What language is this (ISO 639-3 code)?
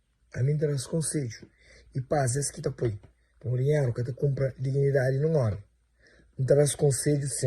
kea